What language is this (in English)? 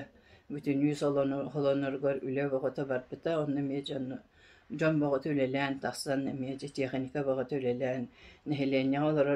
Yakut